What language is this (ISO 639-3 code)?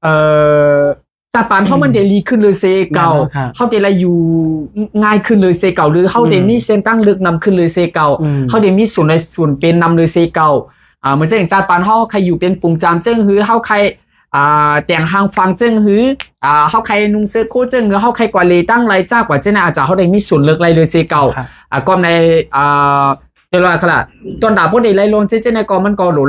shn